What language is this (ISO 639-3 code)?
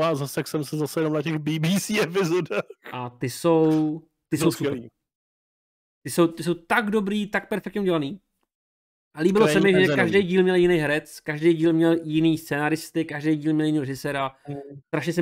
ces